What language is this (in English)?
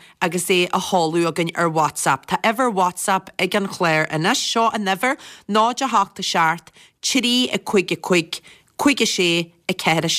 Irish